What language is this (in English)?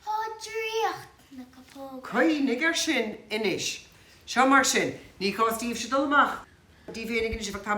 Irish